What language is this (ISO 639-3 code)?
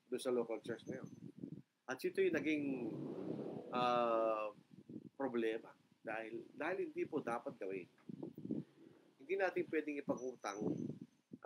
fil